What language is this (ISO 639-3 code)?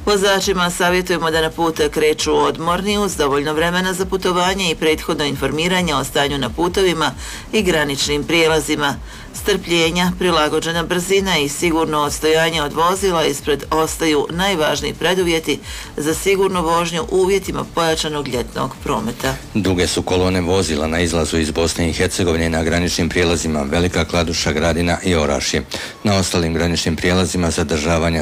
hrv